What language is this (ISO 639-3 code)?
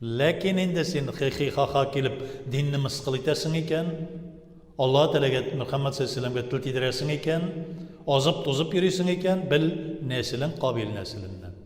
tat